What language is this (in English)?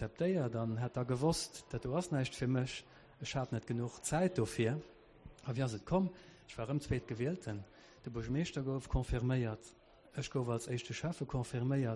Luxembourgish